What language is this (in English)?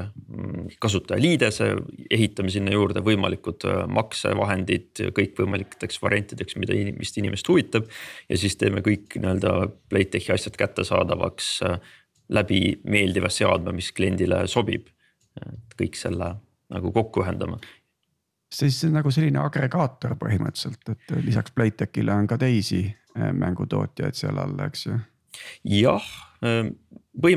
Estonian